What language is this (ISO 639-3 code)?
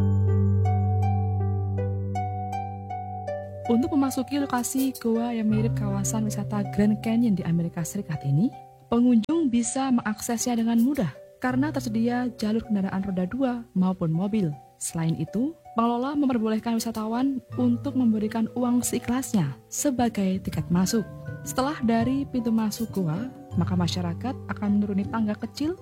ind